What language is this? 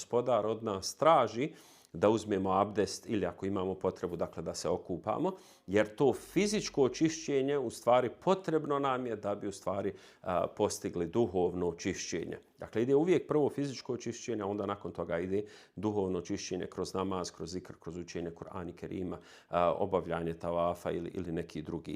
Bosnian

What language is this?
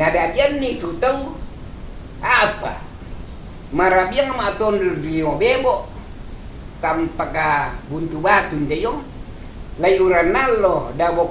Toraja-Sa'dan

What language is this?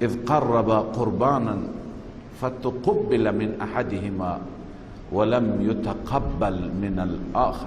Persian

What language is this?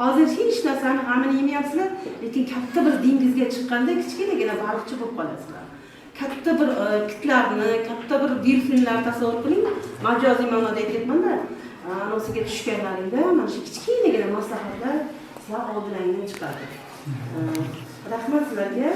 Uzbek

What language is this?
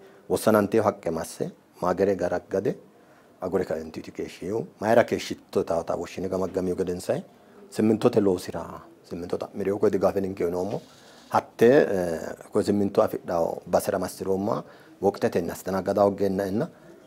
Sidamo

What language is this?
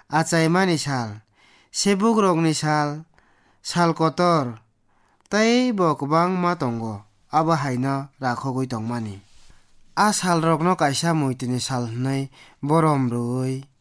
Kok Borok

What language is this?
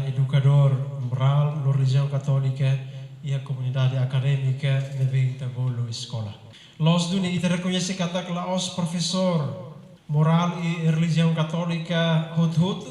Tetum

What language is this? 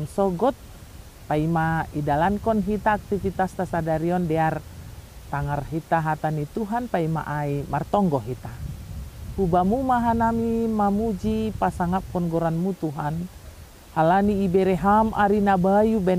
Batak Simalungun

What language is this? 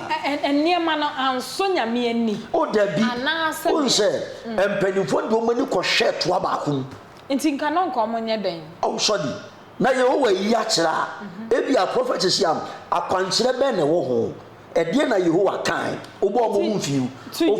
Akan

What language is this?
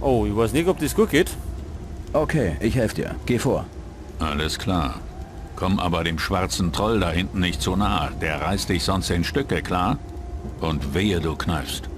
Bavarian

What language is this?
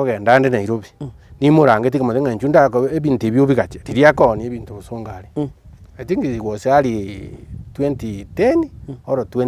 Gusii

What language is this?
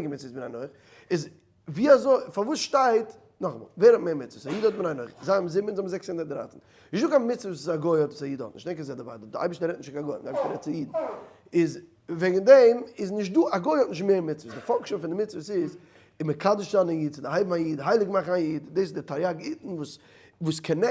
Yiddish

